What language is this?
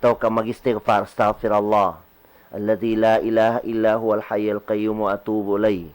Tausug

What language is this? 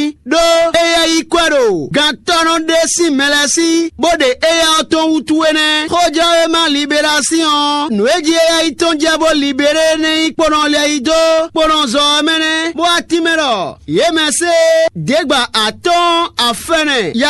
Fon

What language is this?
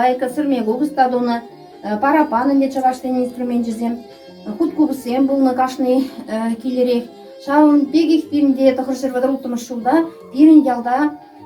Chuvash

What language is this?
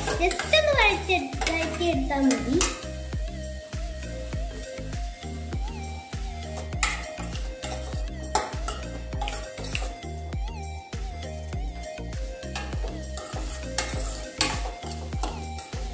Malayalam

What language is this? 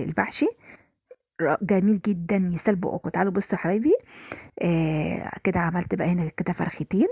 Egyptian Arabic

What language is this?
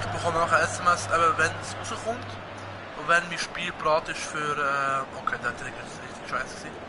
Swiss German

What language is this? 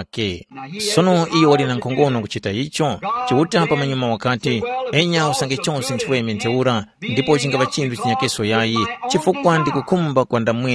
Tumbuka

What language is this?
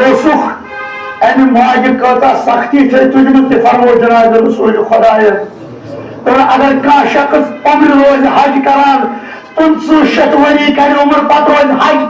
Kashmiri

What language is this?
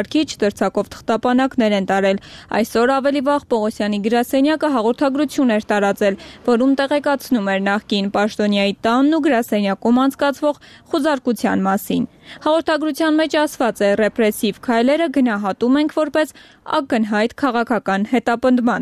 Armenian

